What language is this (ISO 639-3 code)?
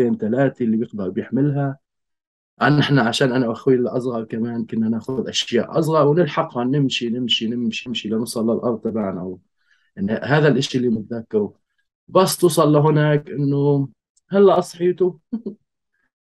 apc